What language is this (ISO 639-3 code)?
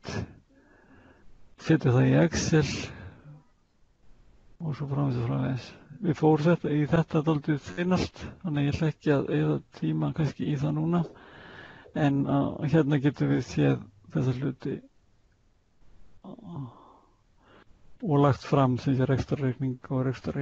isl